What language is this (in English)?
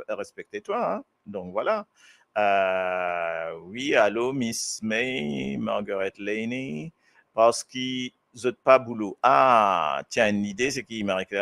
Morisyen